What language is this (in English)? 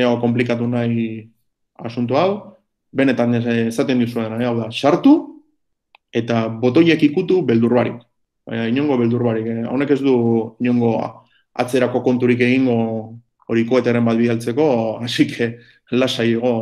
Basque